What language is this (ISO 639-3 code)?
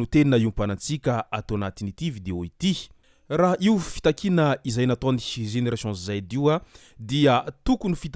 mlg